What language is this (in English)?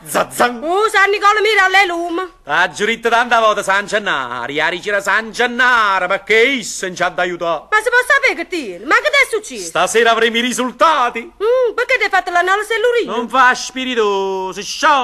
Neapolitan